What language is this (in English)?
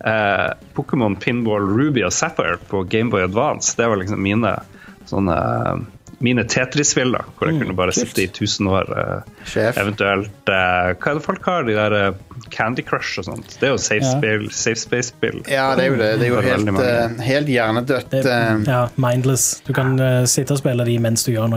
Norwegian